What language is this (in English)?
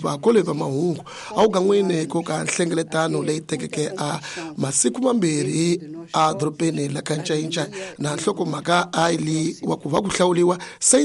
Tsonga